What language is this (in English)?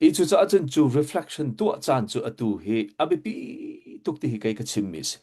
Hakha Chin